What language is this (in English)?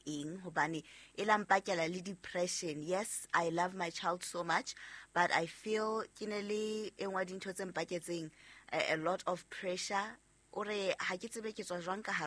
Southern Sotho